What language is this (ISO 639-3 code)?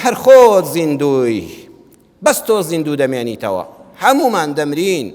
ckb